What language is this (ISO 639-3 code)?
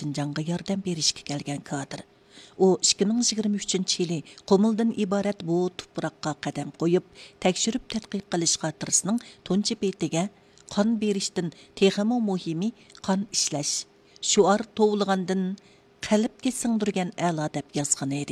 uig